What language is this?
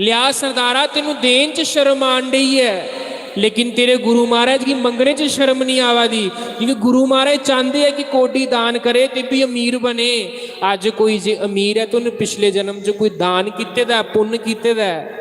Dogri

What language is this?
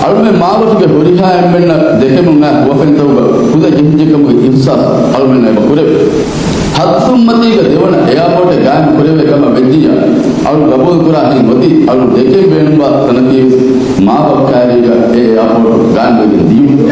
Divehi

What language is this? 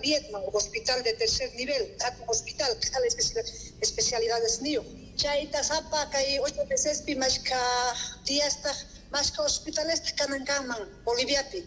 South Bolivian Quechua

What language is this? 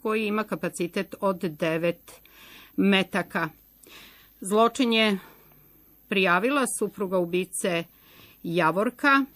Serbian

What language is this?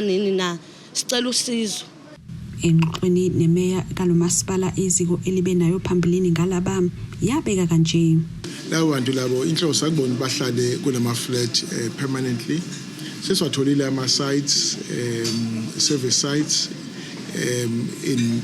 Zulu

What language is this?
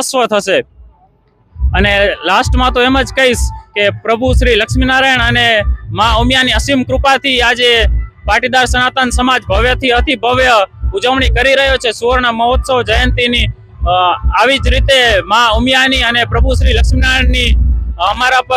Gujarati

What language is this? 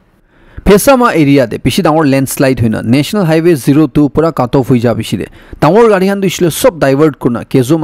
Naga Pidgin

